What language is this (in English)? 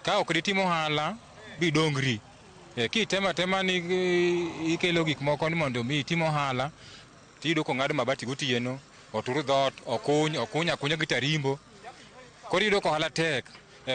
Luo (Kenya and Tanzania)